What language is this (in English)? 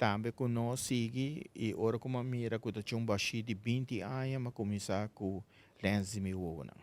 Papiamento